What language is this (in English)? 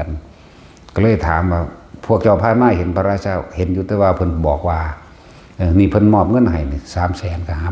Northeastern Thai